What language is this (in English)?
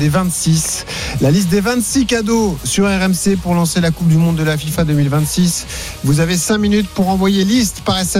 French